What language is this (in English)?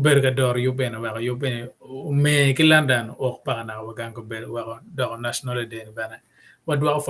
Acoli